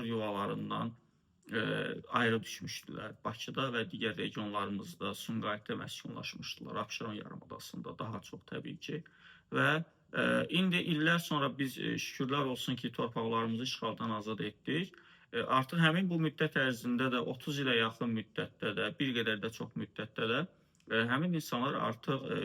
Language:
Azerbaijani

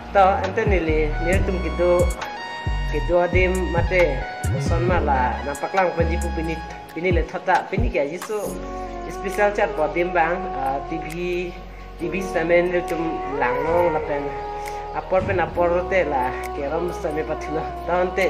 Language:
Karbi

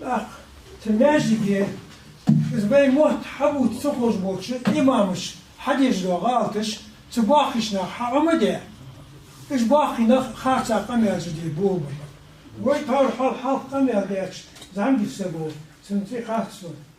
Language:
Ingush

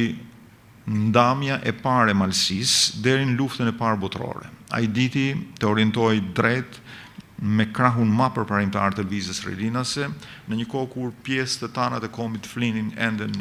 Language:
Albanian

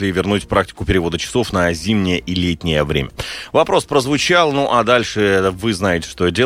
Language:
Russian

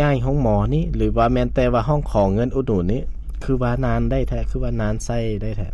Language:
Lao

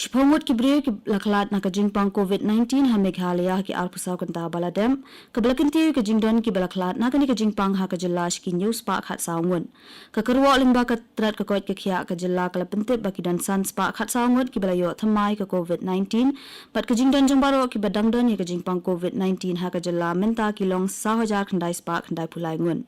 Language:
Khasi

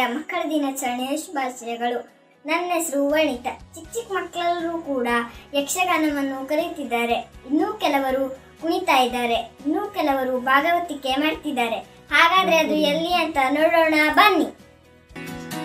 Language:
Kannada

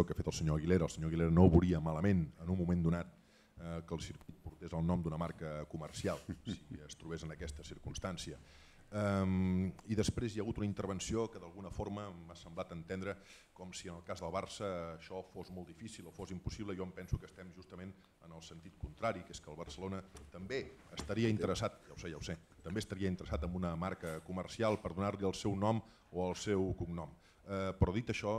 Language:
Catalan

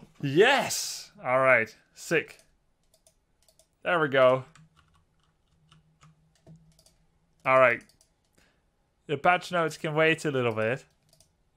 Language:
English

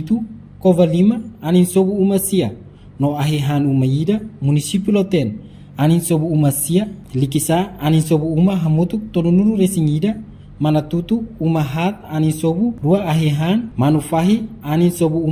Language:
Tetum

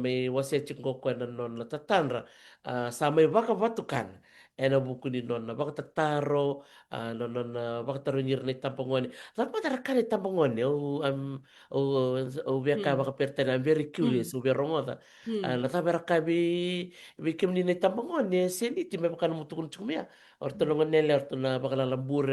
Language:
Fijian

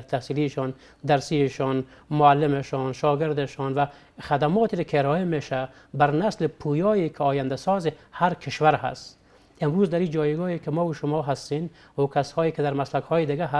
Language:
Persian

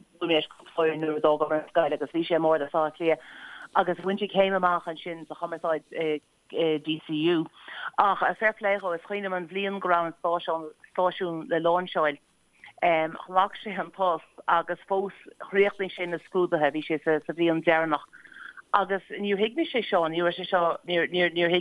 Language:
Irish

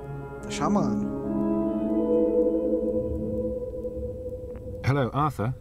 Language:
Portuguese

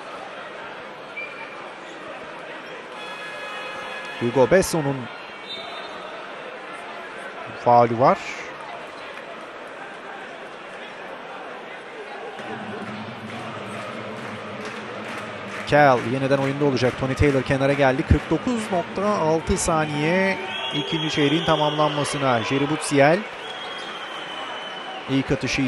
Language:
Turkish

